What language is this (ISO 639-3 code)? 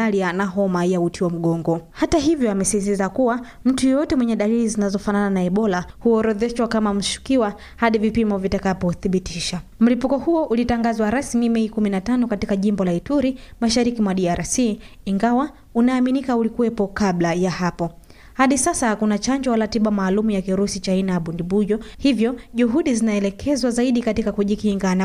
swa